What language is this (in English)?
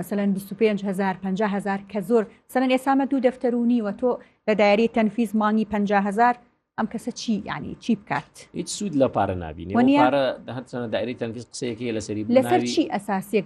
Central Kurdish